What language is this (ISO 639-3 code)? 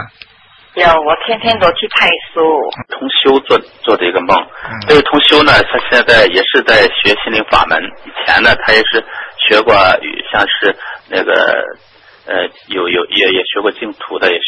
zho